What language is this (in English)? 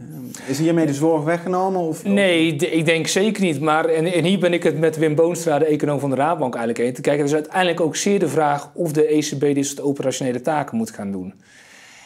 Dutch